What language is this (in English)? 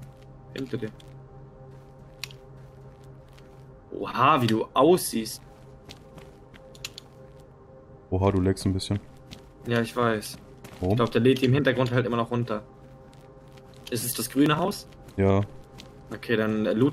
German